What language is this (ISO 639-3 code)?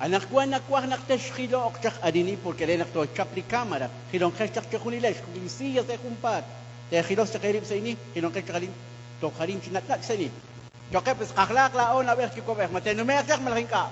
kek